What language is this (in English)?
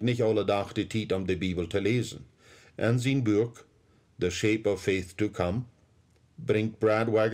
Plautdietsch